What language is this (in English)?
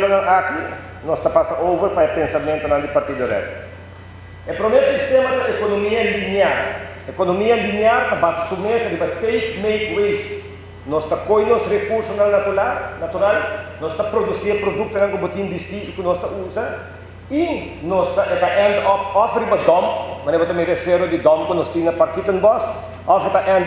Papiamento